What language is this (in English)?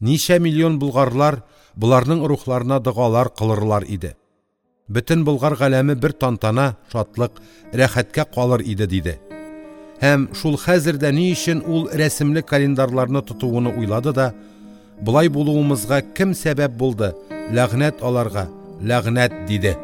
Tatar